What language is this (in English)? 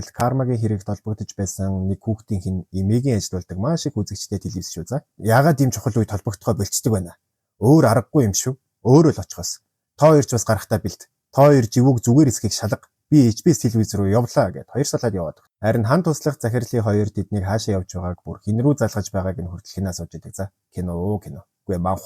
Mongolian